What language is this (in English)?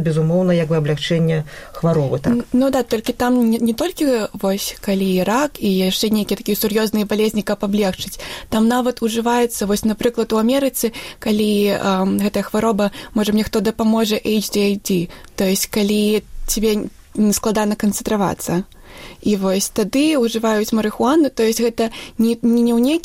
Belarusian